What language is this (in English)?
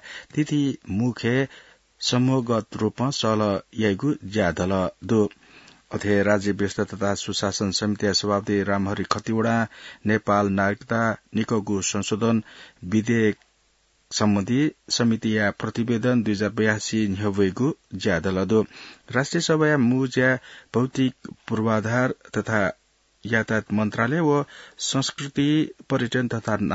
Newari